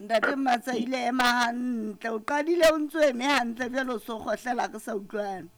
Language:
Southern Sotho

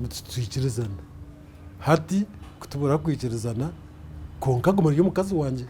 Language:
Nyankole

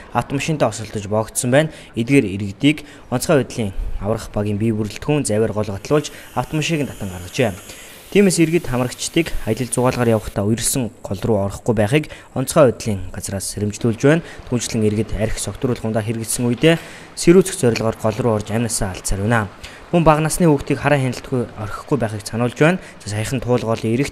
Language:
Mongolian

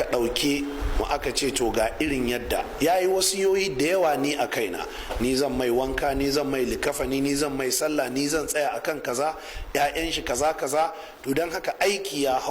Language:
Hausa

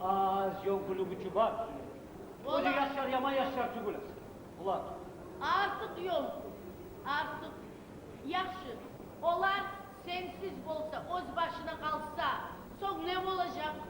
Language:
Kumyk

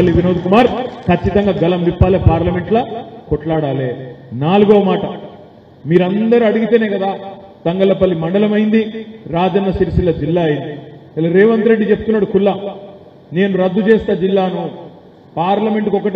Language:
Telugu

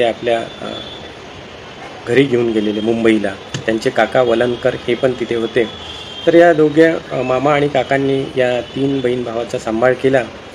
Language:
Marathi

